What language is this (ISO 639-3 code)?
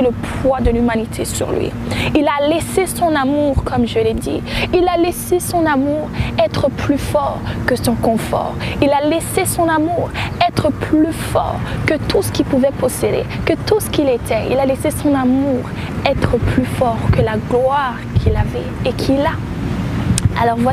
fra